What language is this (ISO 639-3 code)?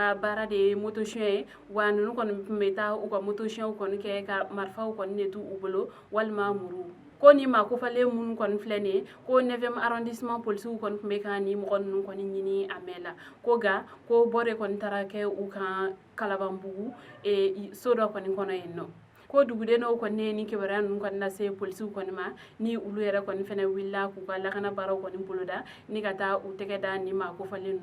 bam